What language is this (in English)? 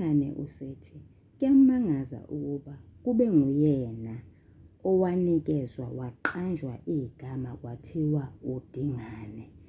Zulu